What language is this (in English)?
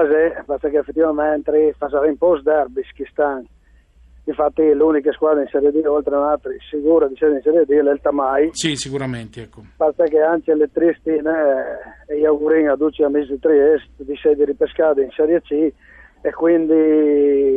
Friulian